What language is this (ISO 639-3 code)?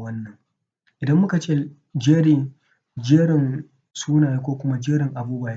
hau